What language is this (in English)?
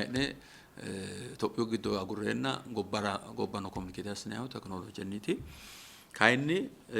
Sidamo